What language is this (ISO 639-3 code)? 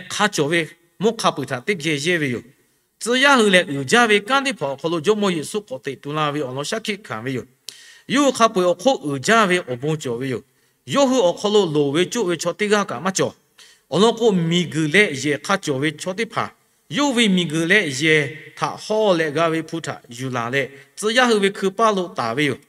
lhu